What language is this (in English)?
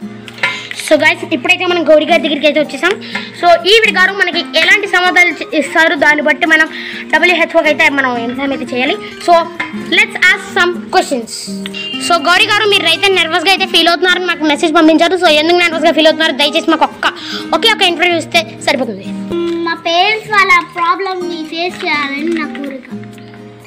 Telugu